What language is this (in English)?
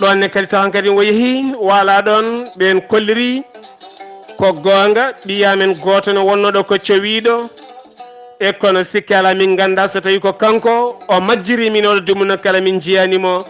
Fula